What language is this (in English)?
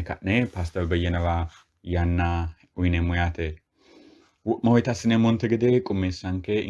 Sidamo